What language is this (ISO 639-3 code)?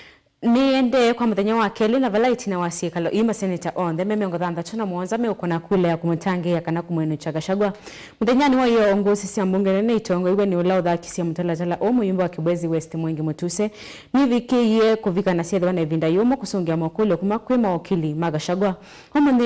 kam